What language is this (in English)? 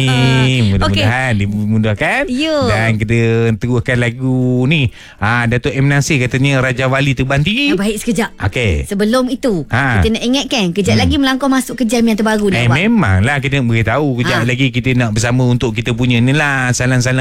Malay